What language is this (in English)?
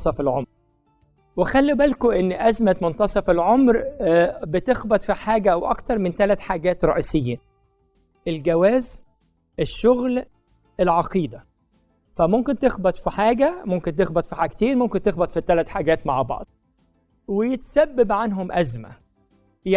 Egyptian Arabic